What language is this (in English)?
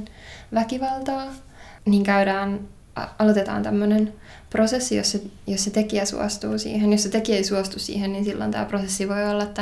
Finnish